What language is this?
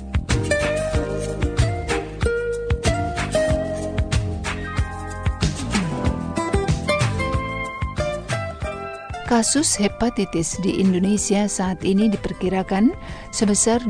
Indonesian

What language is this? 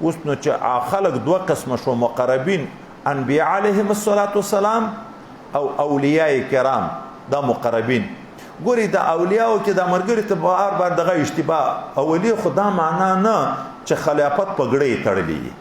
Pashto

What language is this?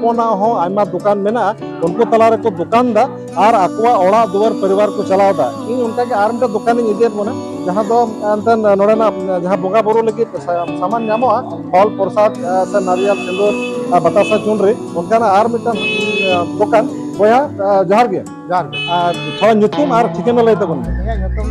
Santali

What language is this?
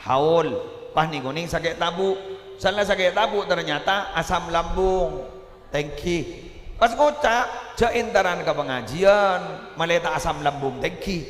Madurese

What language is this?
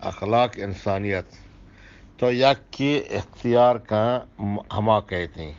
Eastern Balochi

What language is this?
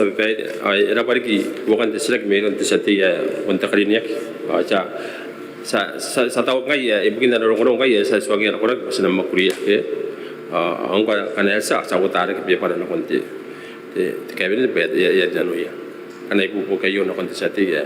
Gilbertese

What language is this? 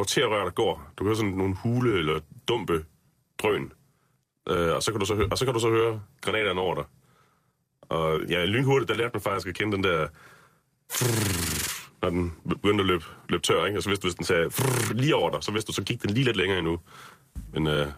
Danish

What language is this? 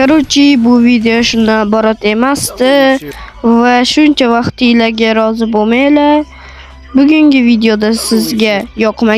Uzbek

